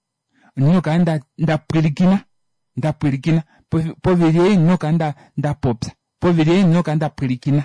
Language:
Kuanyama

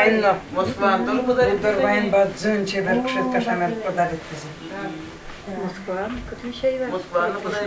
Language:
Udmurt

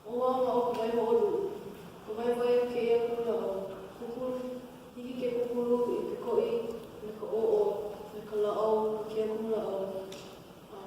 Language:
Hawaiian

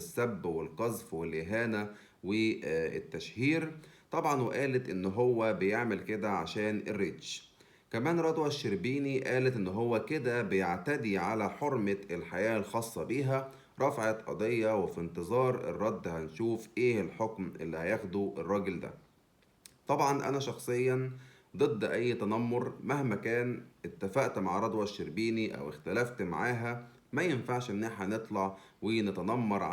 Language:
Egyptian Arabic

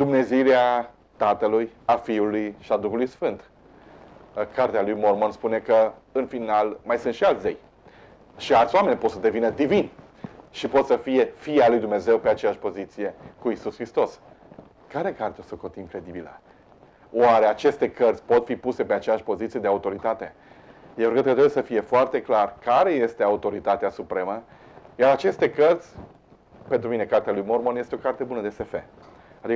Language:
Romanian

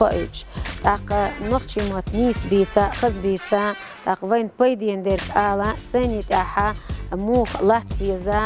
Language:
Chechen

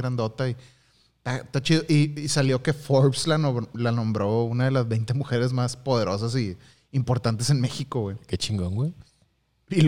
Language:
Spanish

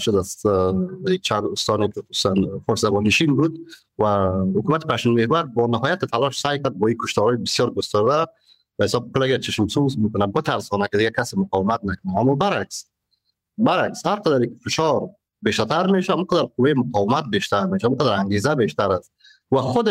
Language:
Persian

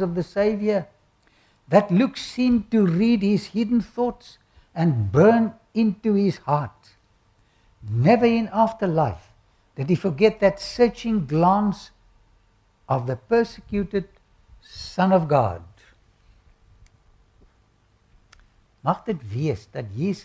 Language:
Afrikaans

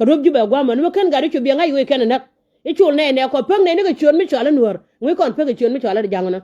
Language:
Nuer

